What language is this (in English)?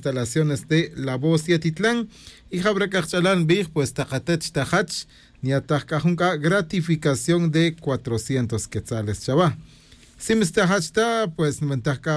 Tz'utujil